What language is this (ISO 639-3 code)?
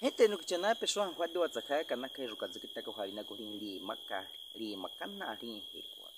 bwi